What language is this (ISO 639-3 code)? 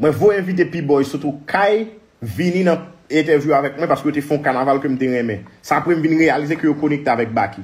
hat